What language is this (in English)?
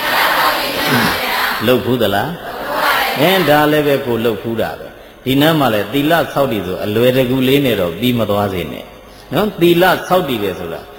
Burmese